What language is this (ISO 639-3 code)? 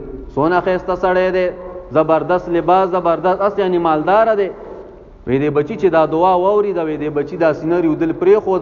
pus